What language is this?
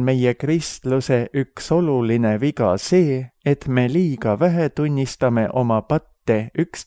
Estonian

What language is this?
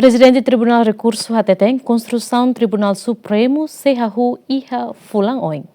Tetum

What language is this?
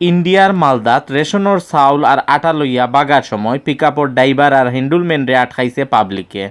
Sylheti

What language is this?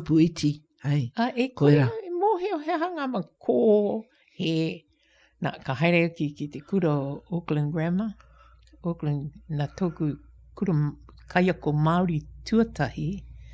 Māori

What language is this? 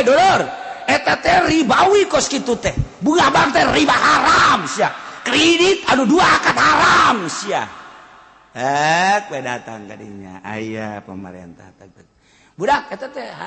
Sundanese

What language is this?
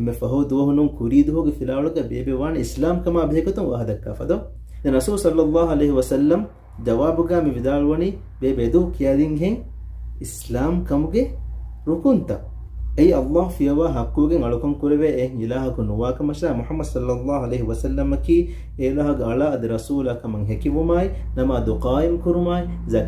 Divehi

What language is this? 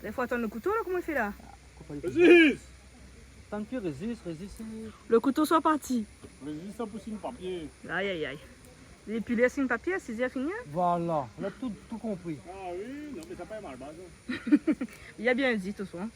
Réunion Creole French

